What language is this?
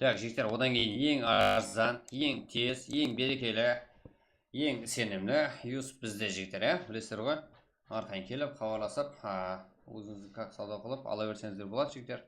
Kara-Kalpak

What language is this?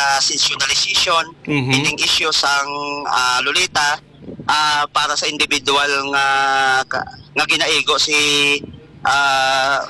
Hiligaynon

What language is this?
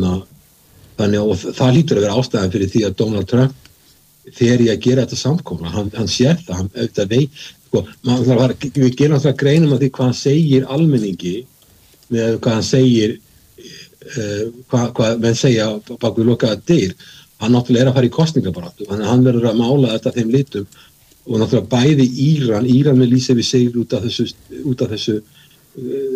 Icelandic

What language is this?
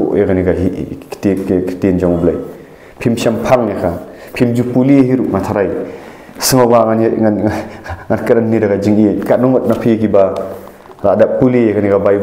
Khasi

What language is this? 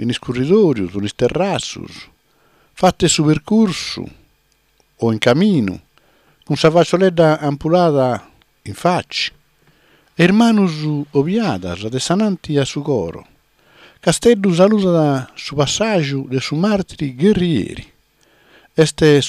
Sardinian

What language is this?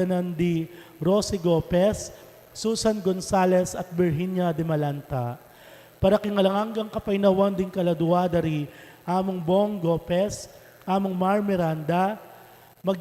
Pampanga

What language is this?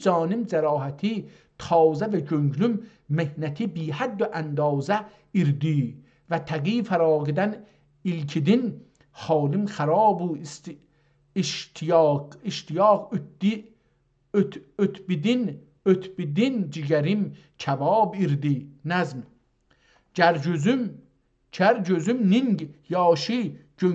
South Azerbaijani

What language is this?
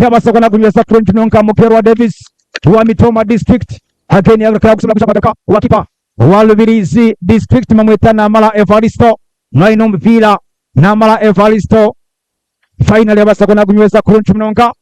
Nyankole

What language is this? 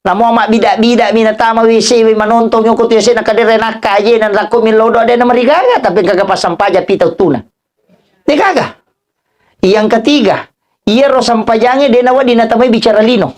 Buginese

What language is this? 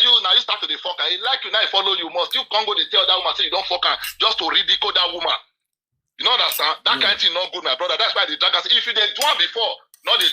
Nigerian Pidgin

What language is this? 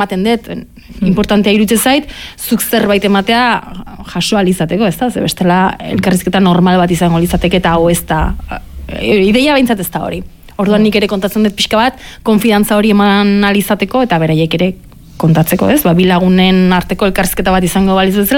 Basque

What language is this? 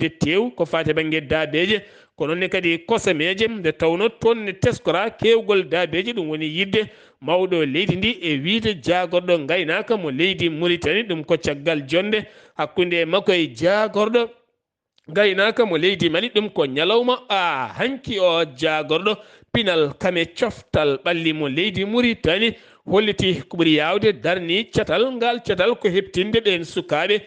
Fula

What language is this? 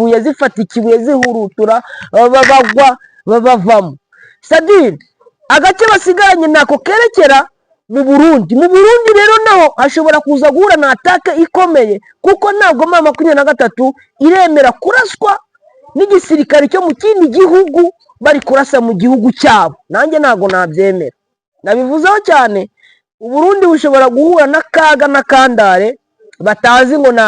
Kinyarwanda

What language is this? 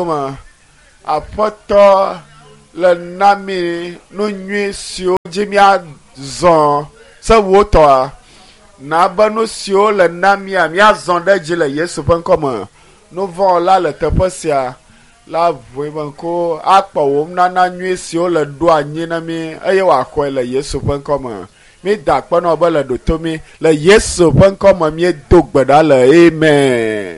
Ewe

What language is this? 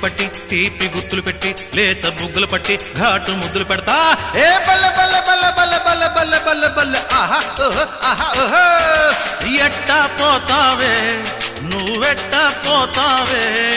Telugu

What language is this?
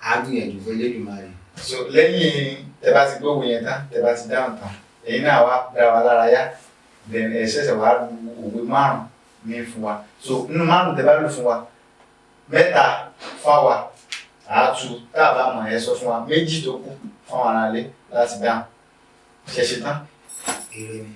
Yoruba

